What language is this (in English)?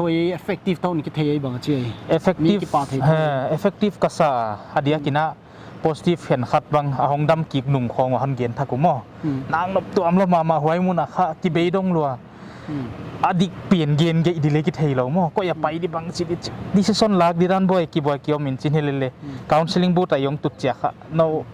Paite Chin